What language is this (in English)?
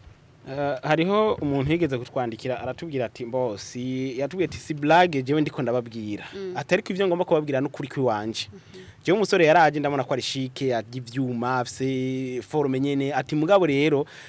Rundi